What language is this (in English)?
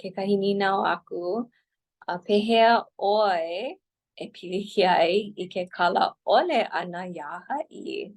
Hawaiian